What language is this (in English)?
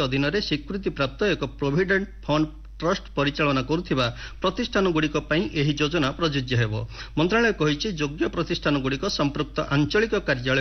Odia